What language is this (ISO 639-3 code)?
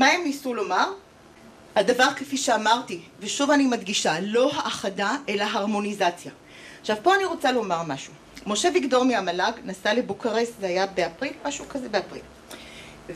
heb